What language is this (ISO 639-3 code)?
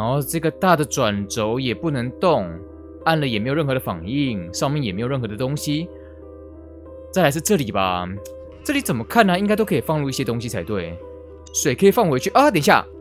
zho